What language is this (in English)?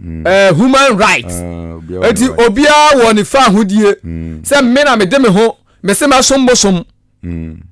Akan